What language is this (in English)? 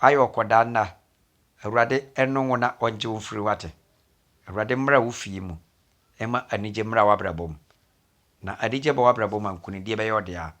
Akan